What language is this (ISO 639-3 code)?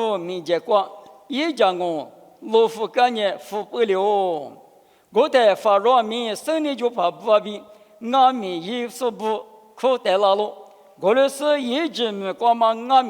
lis